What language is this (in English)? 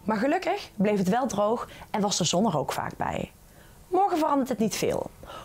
Dutch